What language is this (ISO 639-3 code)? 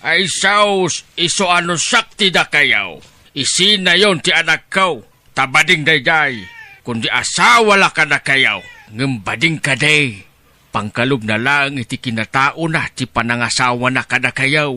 ilo